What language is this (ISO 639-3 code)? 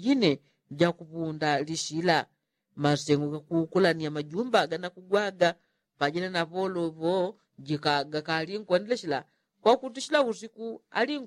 yao